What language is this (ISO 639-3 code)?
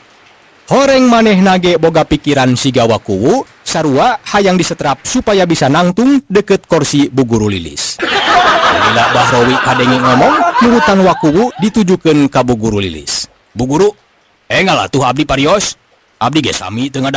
sun